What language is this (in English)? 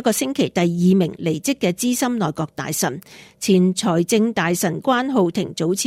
Cantonese